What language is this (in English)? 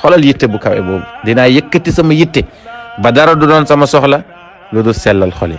Wolof